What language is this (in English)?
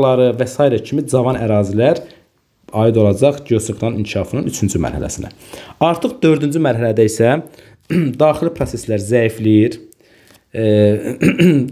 Azerbaijani